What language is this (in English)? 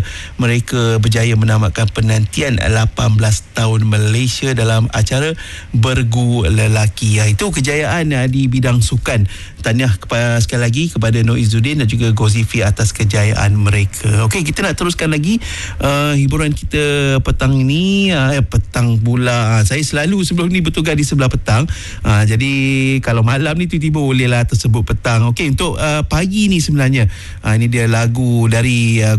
Malay